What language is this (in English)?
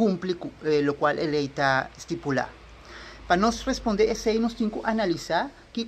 Papiamento